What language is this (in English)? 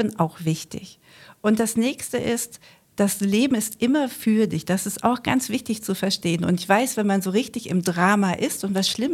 German